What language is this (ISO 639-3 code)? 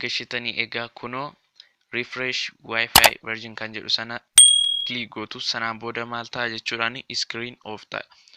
orm